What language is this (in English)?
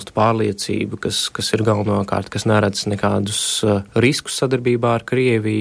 Latvian